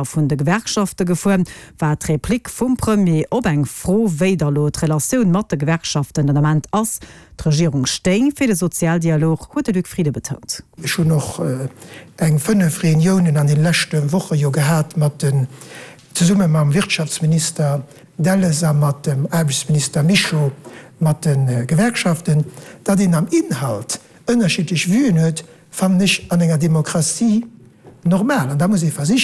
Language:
Luxembourgish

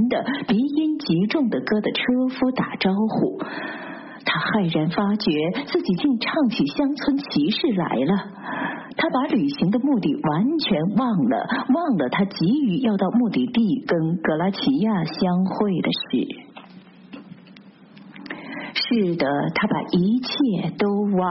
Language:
Chinese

